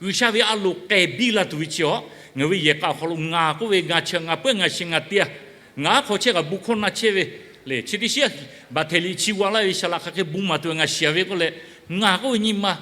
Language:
Lahu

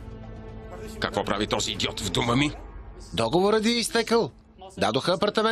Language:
Bulgarian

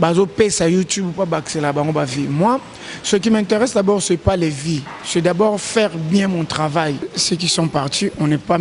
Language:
Lingala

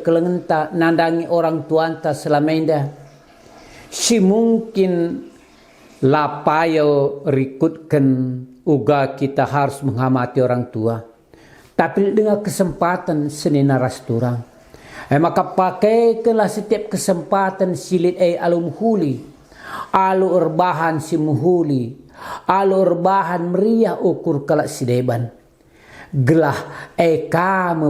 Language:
Batak Karo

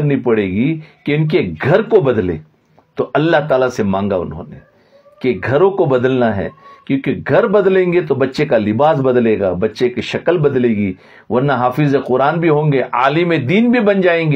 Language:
Urdu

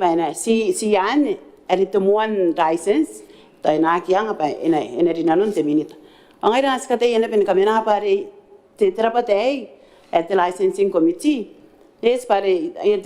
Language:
Gilbertese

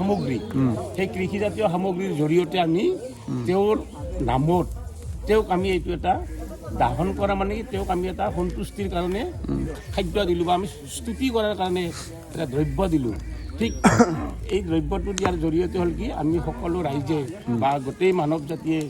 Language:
Assamese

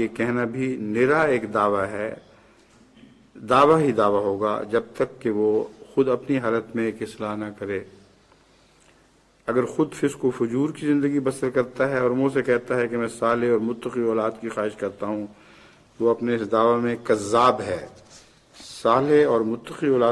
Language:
Urdu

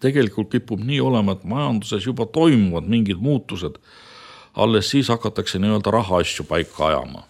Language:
Estonian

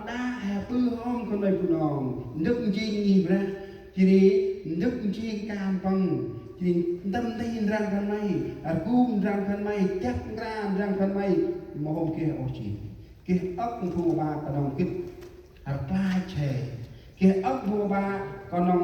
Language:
Central Mnong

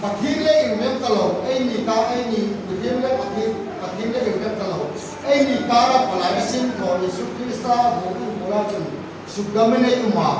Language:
Hmar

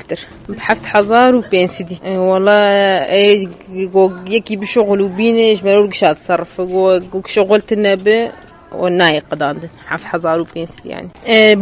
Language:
Kurdish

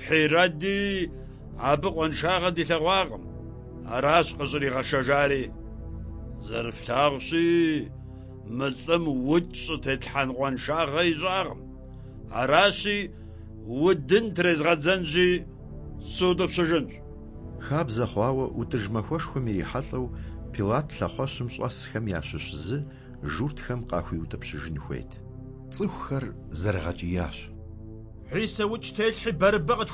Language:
Kabardian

